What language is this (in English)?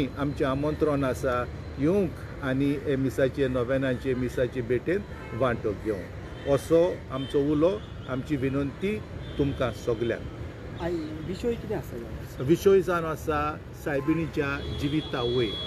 Konkani